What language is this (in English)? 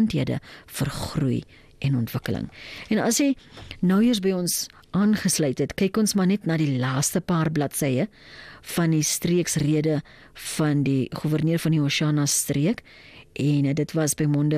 Afrikaans